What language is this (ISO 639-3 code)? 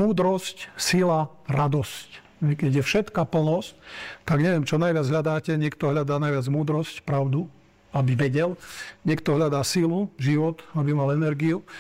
slk